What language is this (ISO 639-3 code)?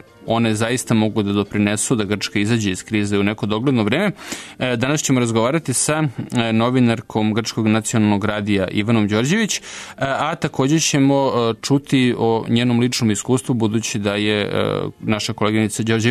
srp